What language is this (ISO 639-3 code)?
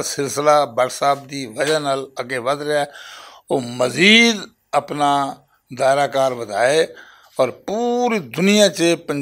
lah